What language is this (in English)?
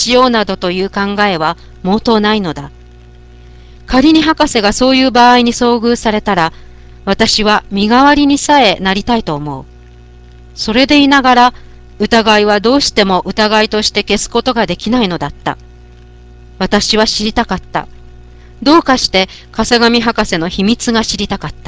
Japanese